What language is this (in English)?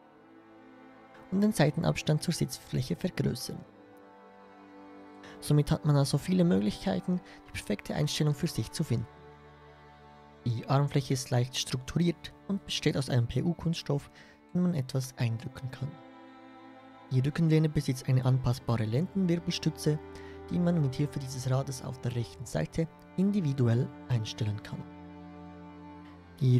German